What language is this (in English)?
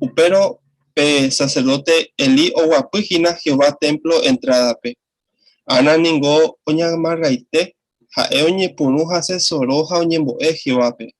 Guarani